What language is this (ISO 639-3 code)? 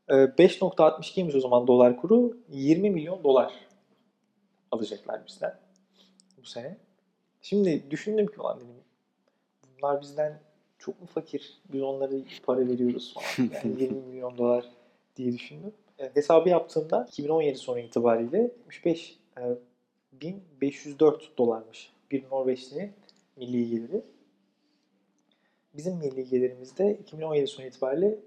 tur